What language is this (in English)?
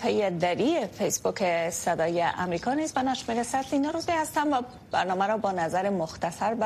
Persian